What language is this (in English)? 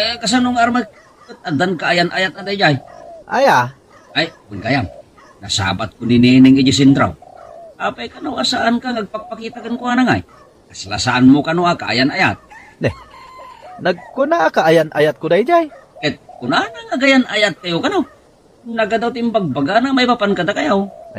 Iloko